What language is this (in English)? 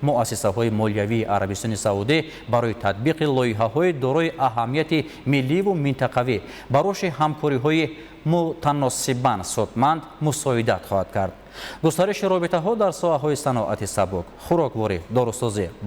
Tajik